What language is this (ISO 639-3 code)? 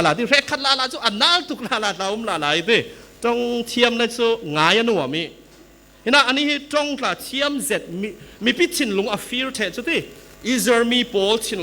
cfm